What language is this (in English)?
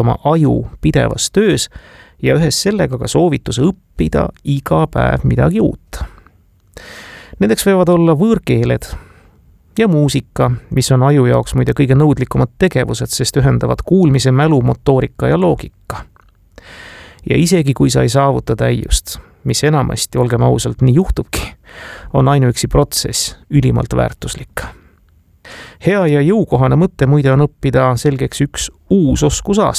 Estonian